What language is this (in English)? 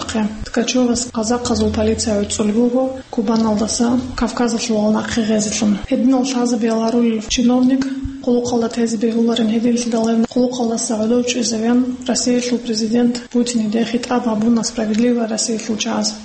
Avaric